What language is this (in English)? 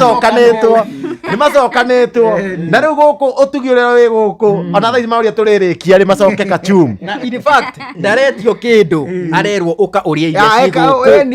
Kikuyu